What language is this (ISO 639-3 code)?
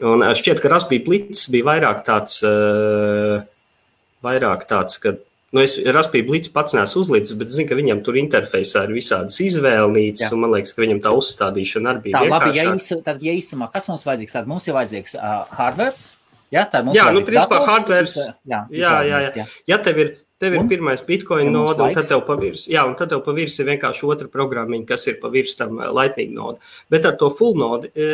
lav